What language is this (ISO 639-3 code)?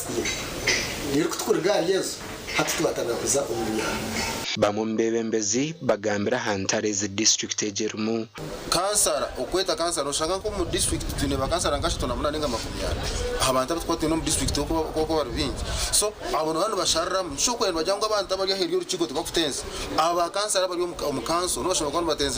nyn